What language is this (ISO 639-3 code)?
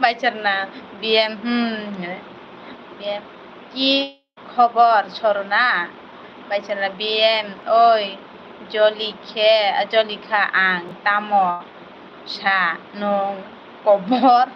trp